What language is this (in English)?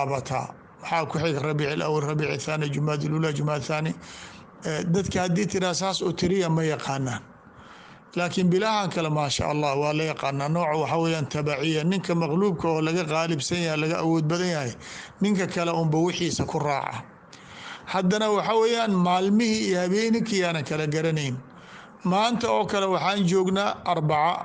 Somali